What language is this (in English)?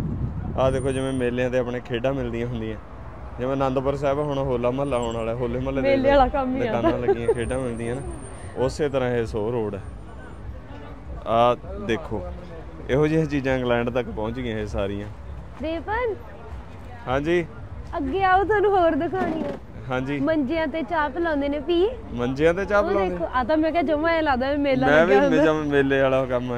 Punjabi